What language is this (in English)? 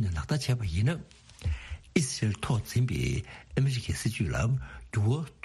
Tibetan